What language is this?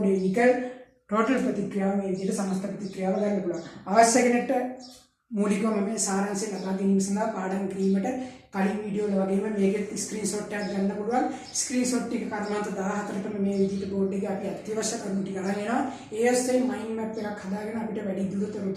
Sinhala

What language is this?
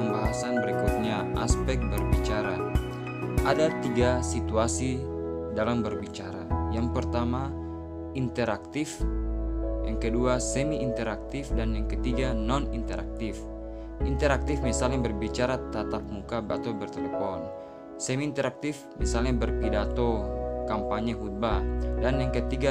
Indonesian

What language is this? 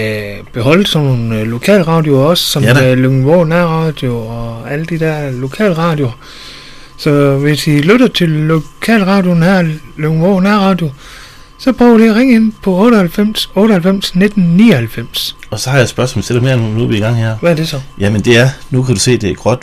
Danish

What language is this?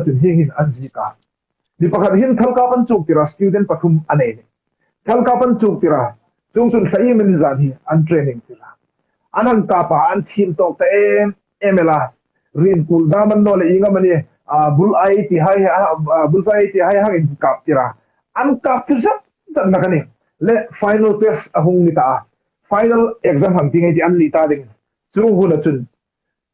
Hmar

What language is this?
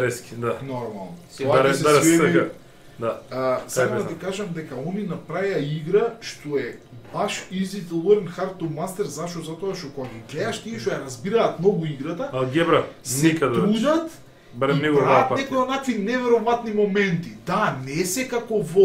Macedonian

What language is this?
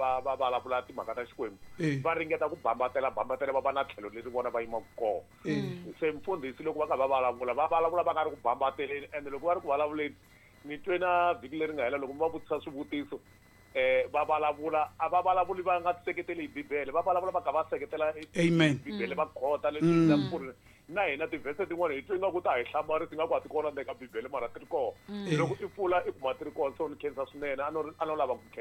Tsonga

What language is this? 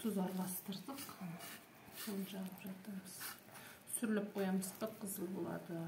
Kazakh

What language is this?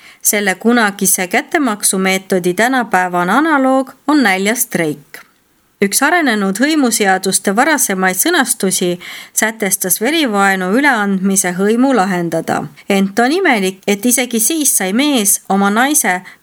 Estonian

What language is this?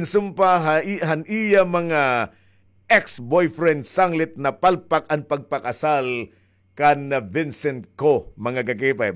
Waray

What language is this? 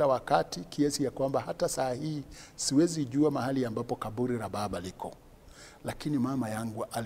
Swahili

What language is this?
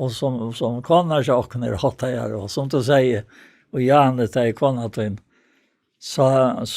Faroese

